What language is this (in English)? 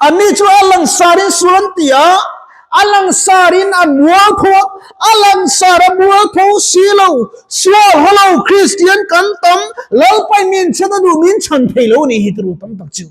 Mizo